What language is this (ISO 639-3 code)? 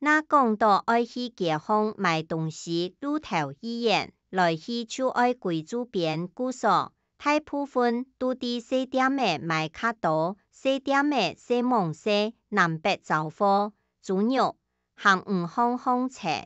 hak